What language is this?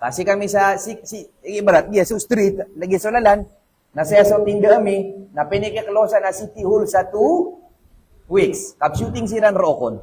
Maranao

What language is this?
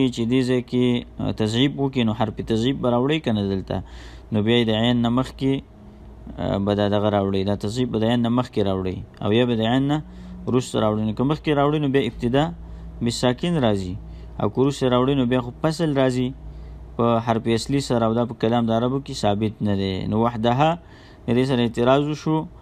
Pashto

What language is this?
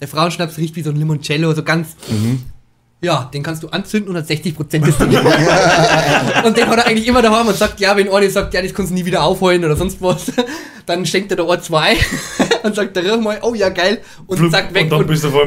Bavarian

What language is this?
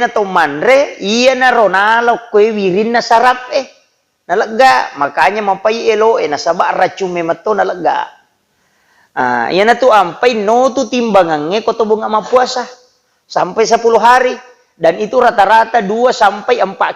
Buginese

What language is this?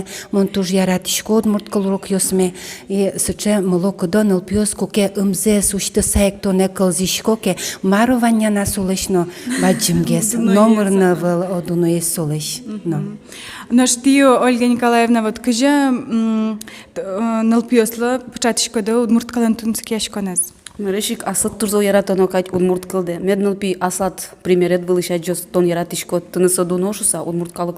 Udmurt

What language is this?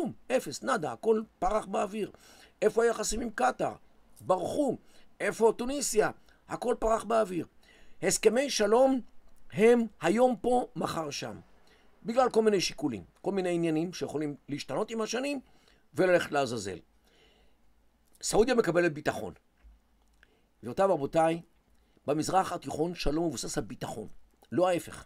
Hebrew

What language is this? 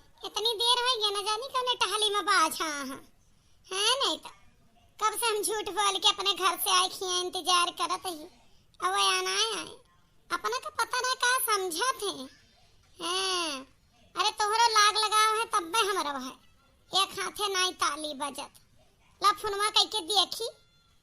Awadhi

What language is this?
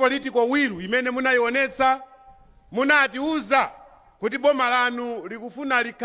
Nyanja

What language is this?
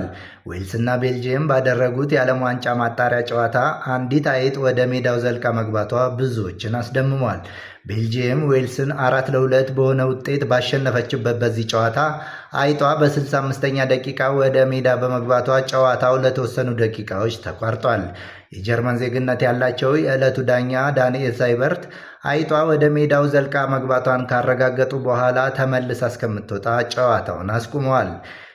Amharic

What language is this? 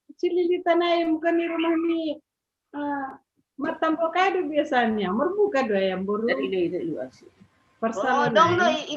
Batak Simalungun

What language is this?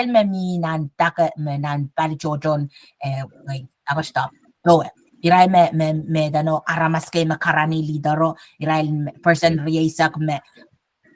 Pohnpeian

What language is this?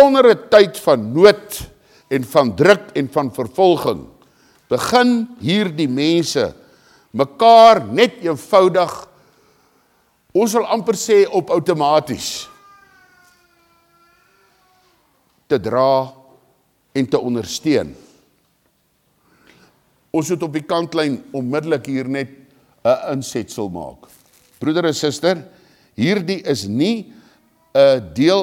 Afrikaans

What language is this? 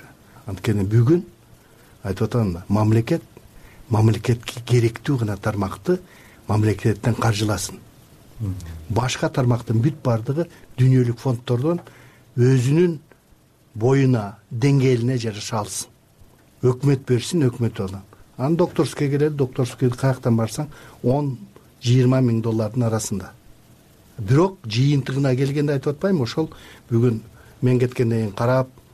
Kyrgyz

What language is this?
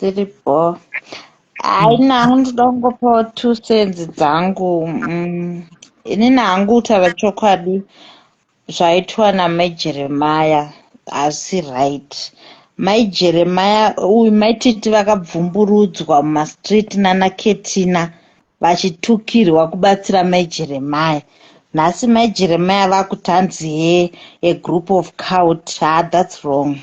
Shona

